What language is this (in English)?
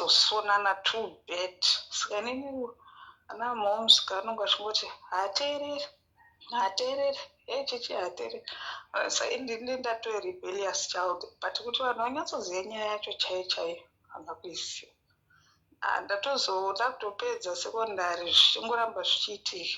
Shona